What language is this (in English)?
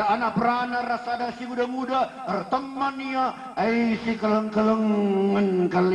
Batak Karo